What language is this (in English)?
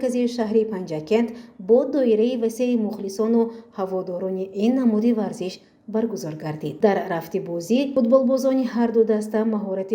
Tajik